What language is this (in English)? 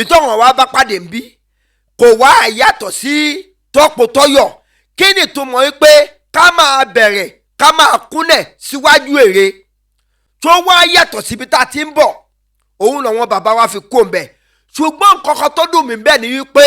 Yoruba